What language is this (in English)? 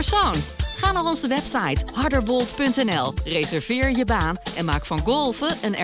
Dutch